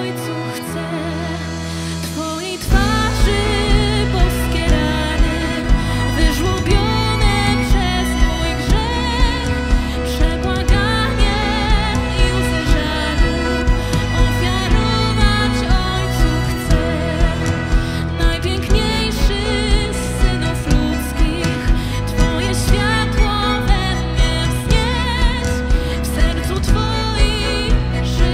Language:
Polish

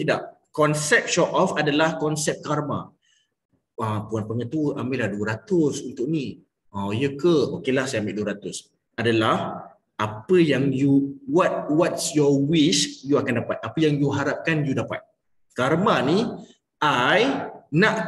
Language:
Malay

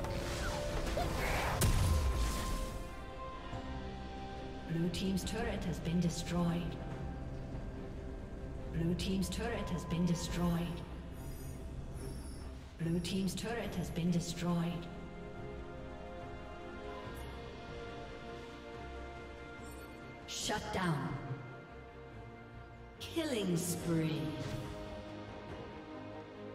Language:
English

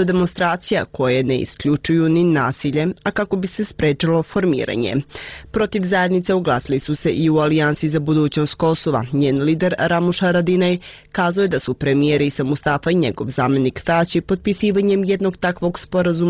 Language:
Bosnian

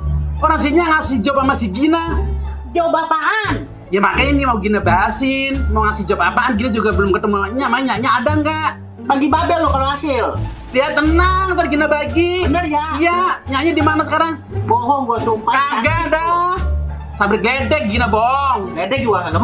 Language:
Betawi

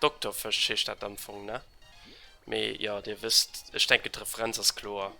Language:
Luxembourgish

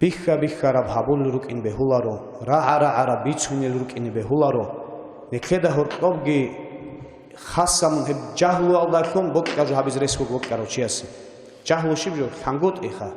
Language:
Avaric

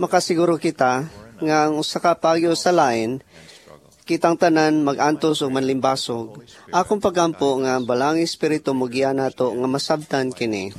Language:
Cebuano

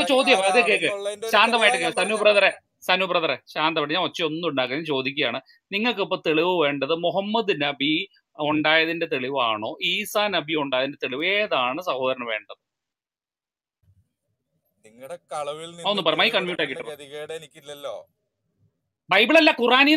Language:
Malayalam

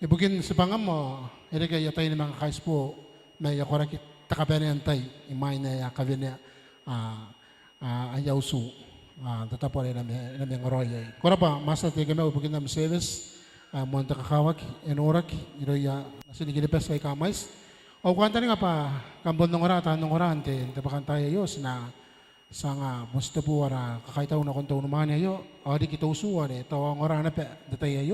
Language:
Gilbertese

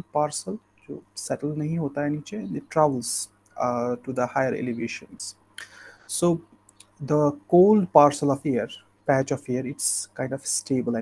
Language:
English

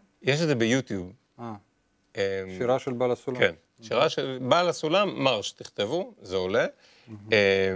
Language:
Hebrew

